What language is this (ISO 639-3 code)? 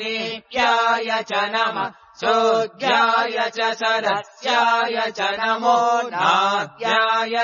san